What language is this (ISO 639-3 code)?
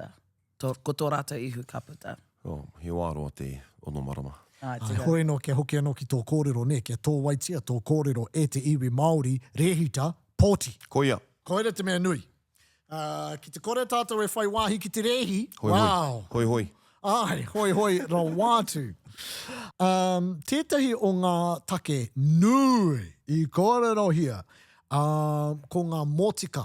mri